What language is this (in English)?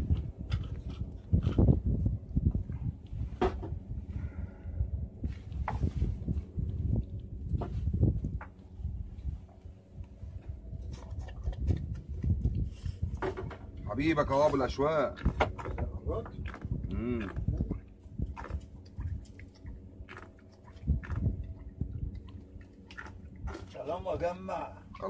Egyptian Arabic